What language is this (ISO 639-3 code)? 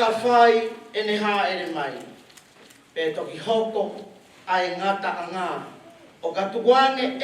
ton